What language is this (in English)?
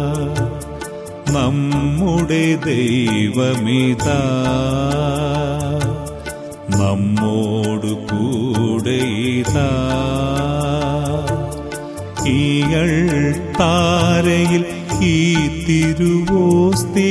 Malayalam